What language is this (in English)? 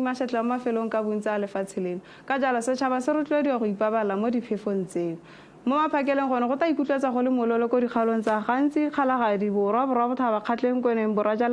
Tswana